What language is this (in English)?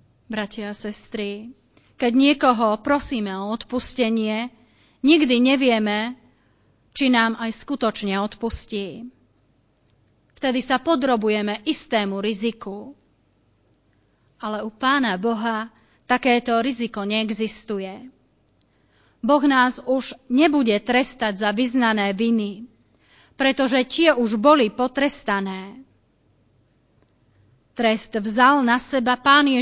Slovak